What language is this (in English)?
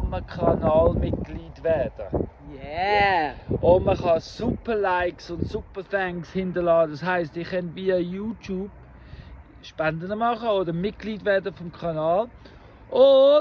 Swiss German